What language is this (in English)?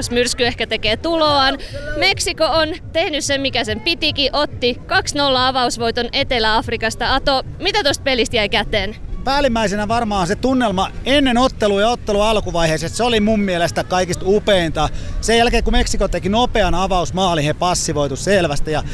Finnish